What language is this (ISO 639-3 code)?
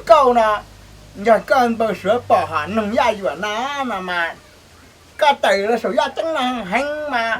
hmn